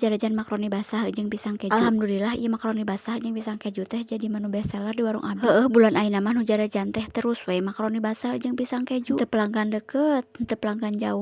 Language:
Sundanese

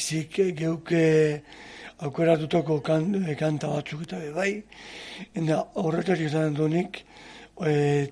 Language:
Basque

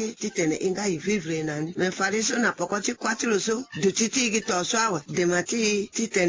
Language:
Sango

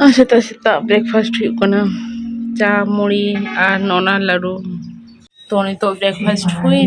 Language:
Santali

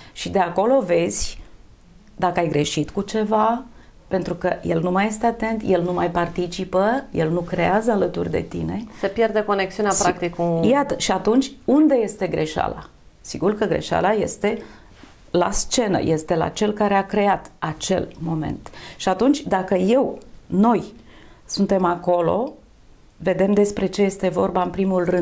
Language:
Romanian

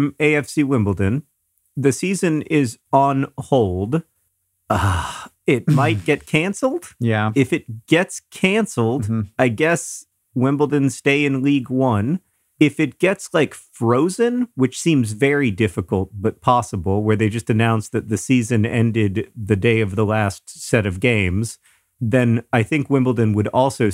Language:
English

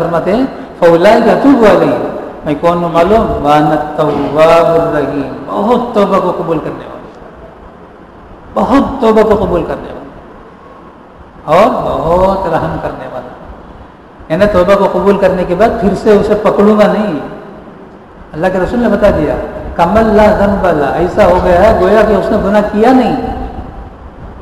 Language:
Urdu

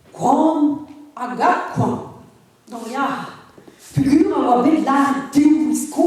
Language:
Breton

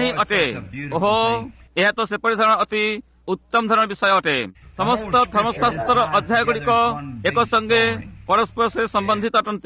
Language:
Odia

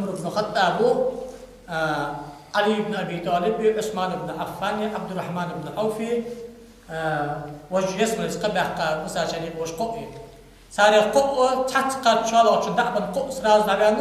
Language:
Ingush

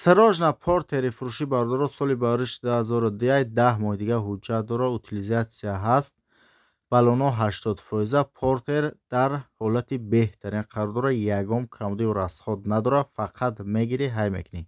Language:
Tajik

